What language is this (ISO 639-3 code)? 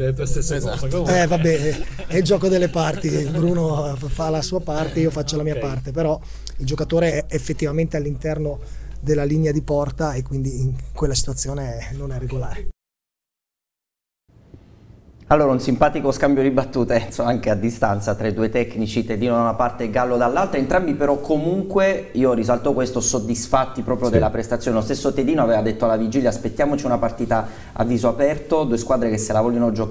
ita